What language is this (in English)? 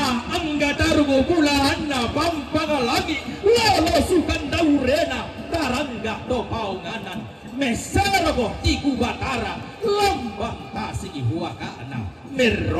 Toraja-Sa'dan